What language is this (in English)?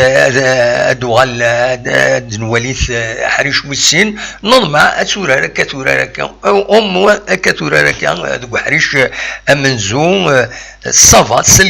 Kabyle